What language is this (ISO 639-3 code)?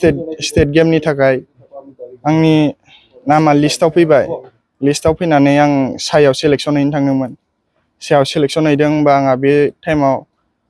brx